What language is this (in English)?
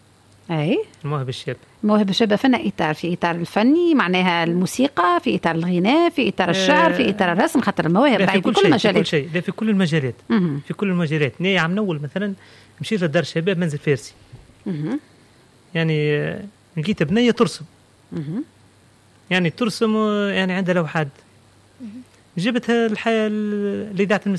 Tunisian Arabic